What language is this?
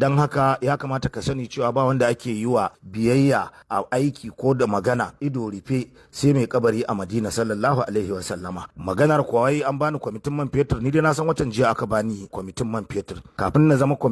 Hausa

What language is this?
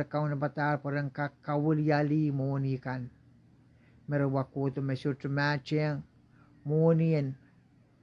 Pohnpeian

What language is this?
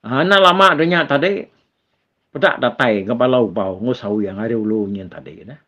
Iban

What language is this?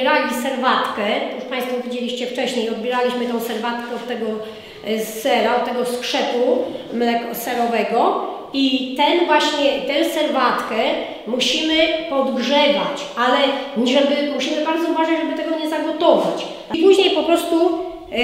Polish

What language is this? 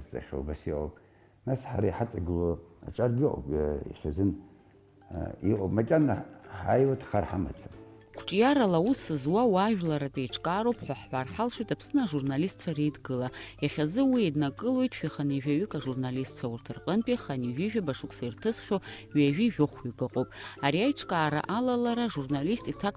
Abkhazian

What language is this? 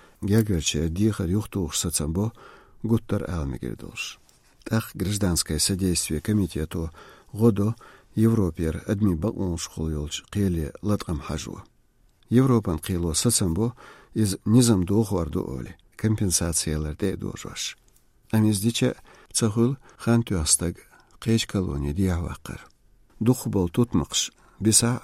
Chechen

